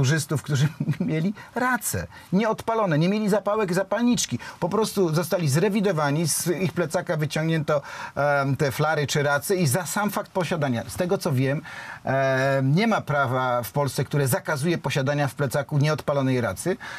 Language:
Polish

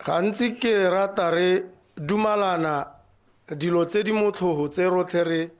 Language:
Tswana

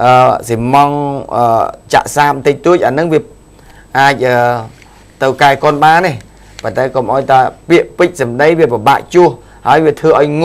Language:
Khmer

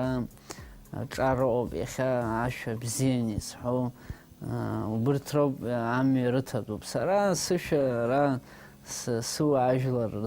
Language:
Abkhazian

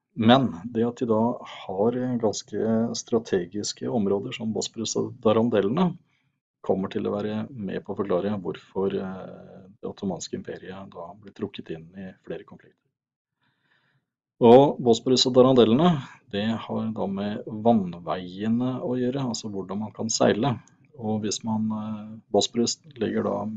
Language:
Norwegian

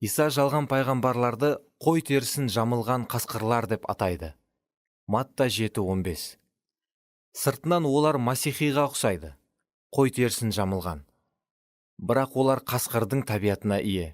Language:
Kara-Kalpak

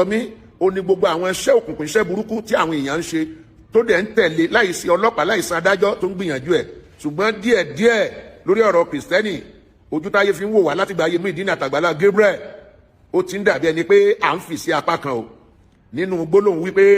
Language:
Yoruba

